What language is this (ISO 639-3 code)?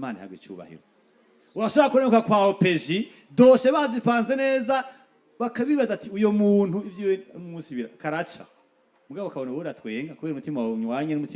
run